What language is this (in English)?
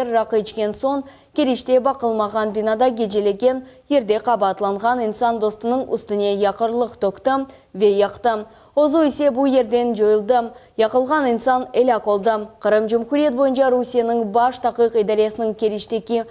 Crimean Tatar